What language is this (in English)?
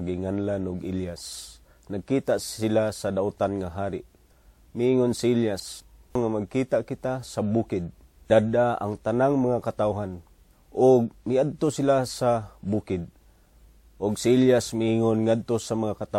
Cebuano